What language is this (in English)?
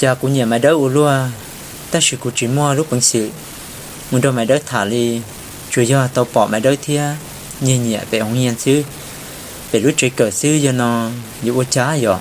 Hmong